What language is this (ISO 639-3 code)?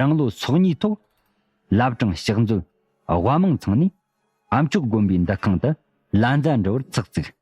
bod